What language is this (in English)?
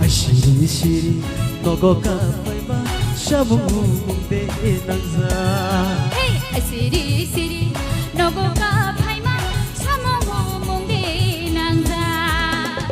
Kok Borok